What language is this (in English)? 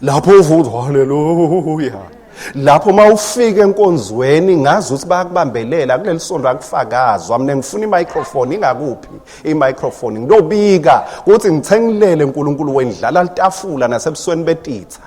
Swati